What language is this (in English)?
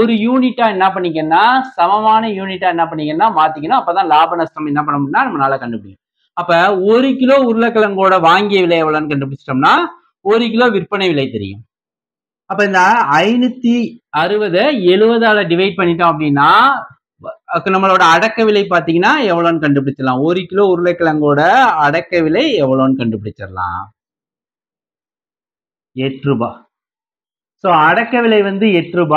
Tamil